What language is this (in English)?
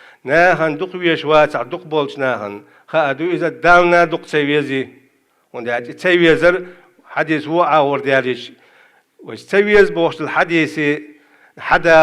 Chechen